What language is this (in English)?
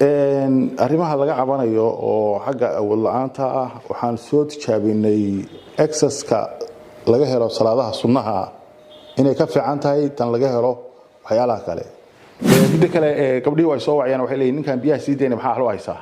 Somali